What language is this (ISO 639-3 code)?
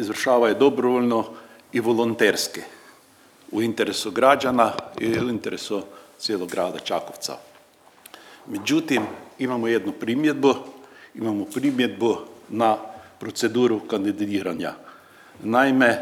hrv